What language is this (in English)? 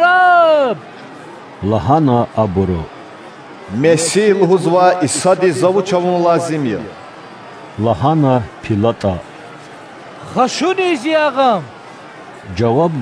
Lezghian